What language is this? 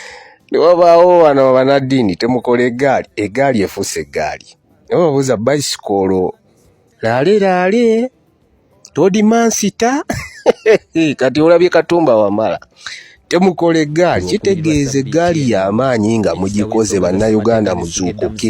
Ganda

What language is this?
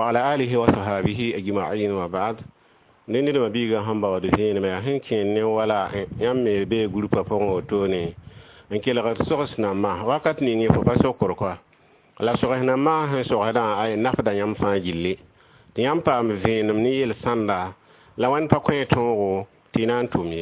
Mossi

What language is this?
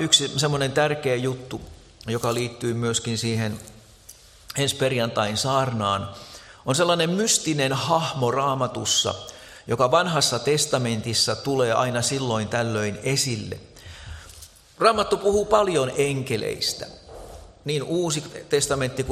Finnish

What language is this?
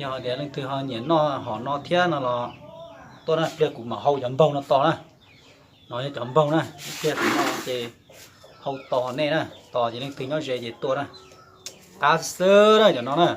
Hmong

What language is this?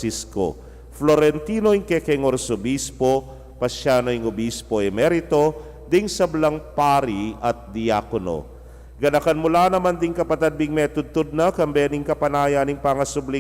Pampanga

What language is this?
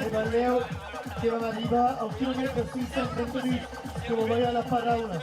Occitan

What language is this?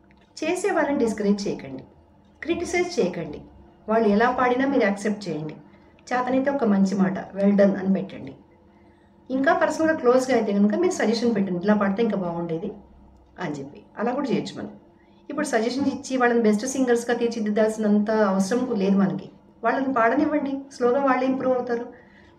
Telugu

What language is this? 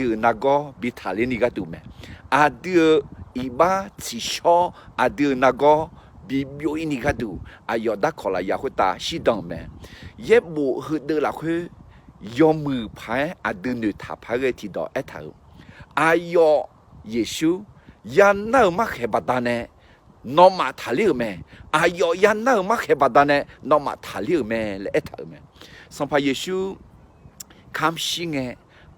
Akha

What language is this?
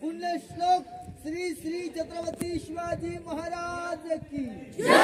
Marathi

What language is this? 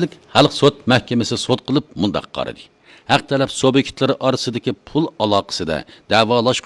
Uyghur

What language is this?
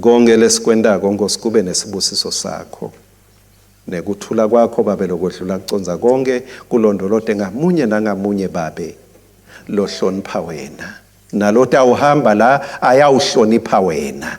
Swati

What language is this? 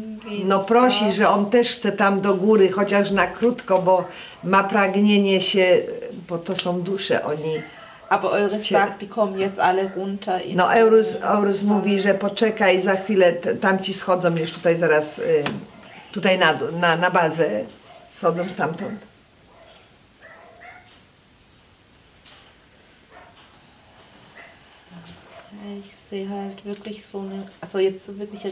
Polish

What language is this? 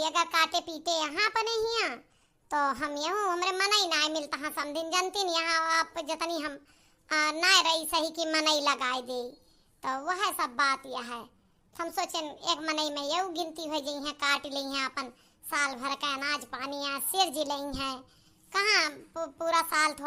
Awadhi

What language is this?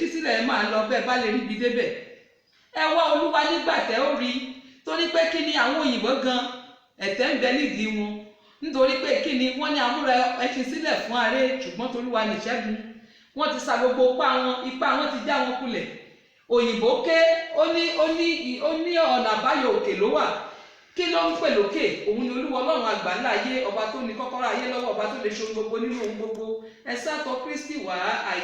Yoruba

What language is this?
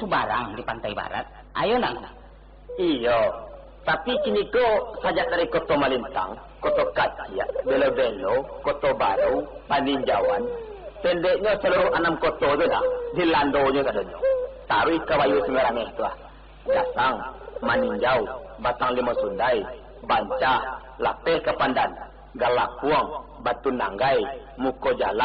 Minangkabau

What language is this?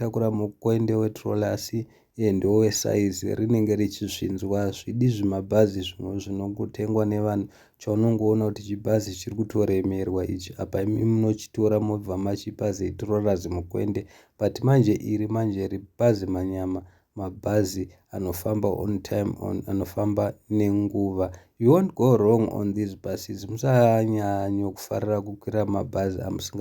Shona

